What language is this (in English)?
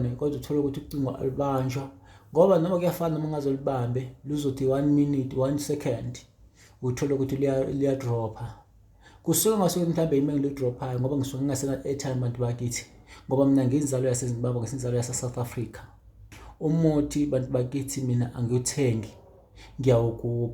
Zulu